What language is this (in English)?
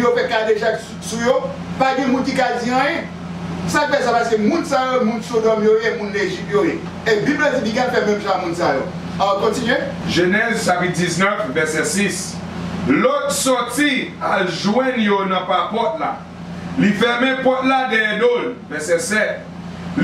Haitian Creole